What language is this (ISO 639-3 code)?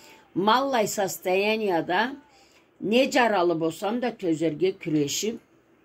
krc